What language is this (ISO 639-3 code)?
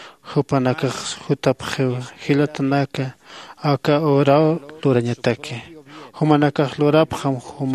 aym